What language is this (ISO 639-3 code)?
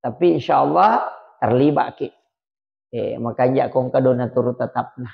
bug